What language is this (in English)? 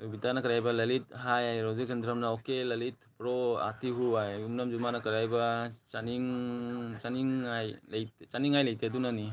Manipuri